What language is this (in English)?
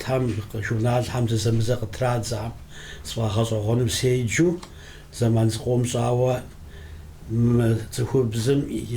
Kabardian